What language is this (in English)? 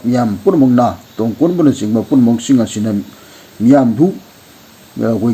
Manipuri